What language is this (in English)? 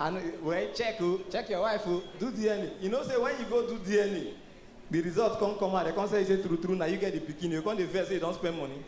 Nigerian Pidgin